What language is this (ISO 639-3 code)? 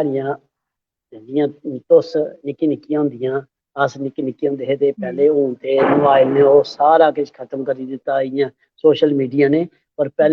doi